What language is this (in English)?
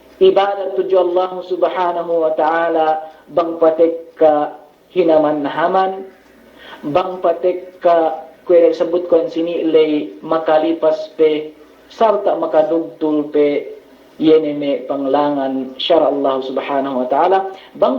Yakan